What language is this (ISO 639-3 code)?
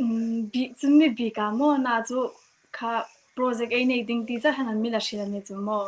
hmr